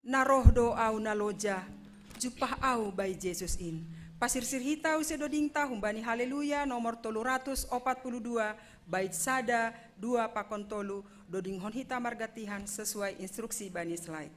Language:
Batak Simalungun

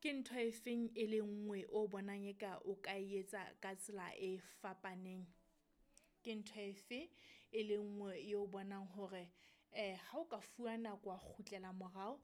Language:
Southern Sotho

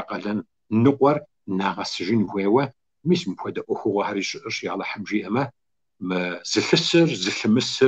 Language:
Kabardian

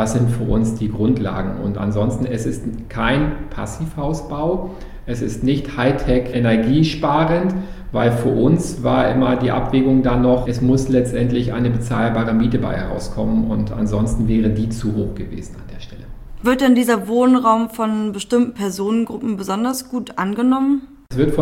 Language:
German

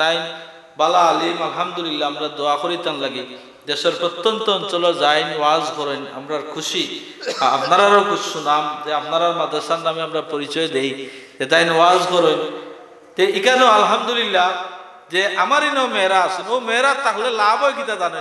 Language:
Sylheti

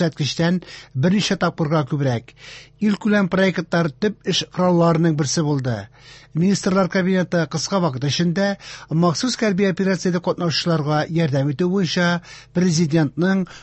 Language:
Tatar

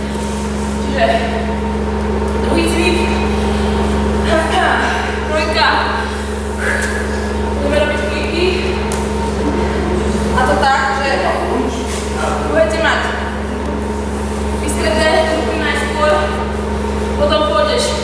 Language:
Slovak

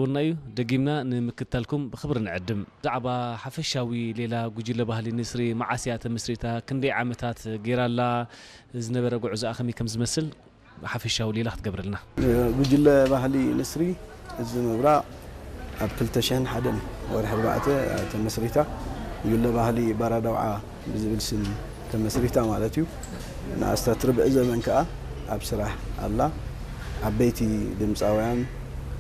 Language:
Tigrinya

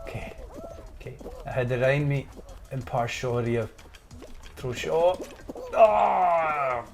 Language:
Scottish Gaelic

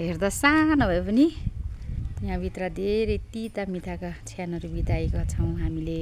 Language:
Nepali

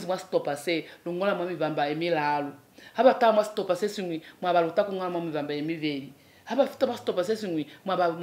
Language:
Lozi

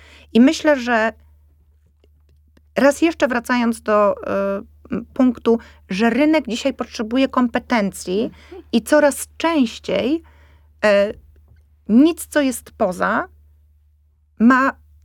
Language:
Polish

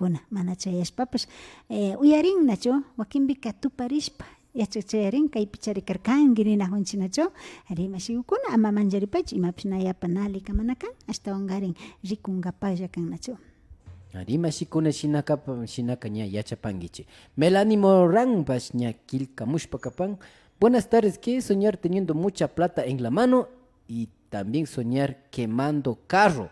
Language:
Imbabura Highland Quichua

